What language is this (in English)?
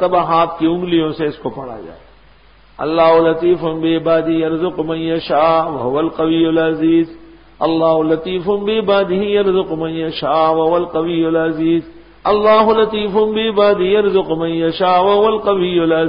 Urdu